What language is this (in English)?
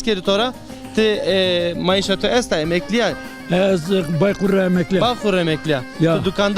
Zaza